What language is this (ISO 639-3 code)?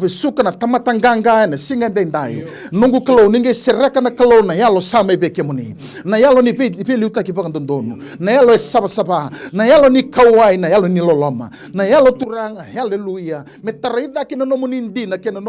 fij